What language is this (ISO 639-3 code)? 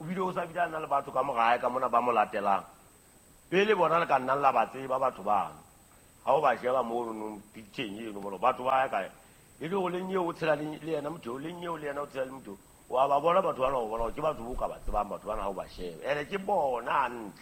sot